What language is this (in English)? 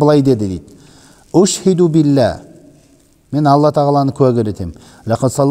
Kazakh